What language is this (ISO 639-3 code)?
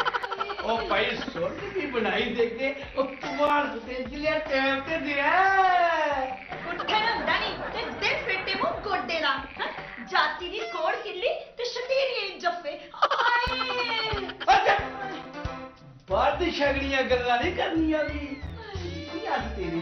doi